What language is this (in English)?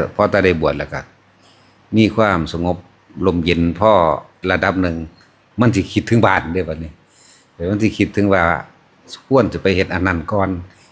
Northeastern Thai